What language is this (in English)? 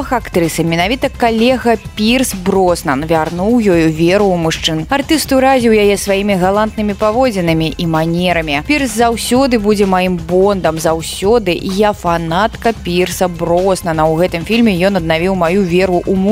Belarusian